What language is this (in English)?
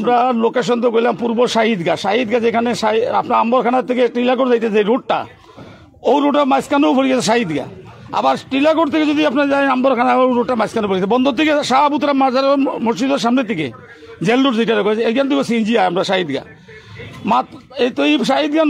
Sylheti